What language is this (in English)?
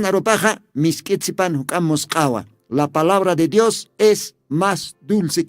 Aymara